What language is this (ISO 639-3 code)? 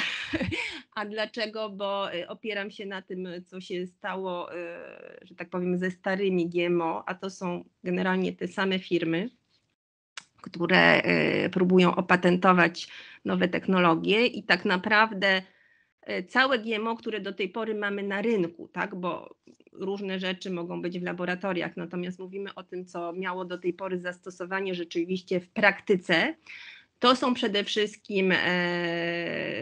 pol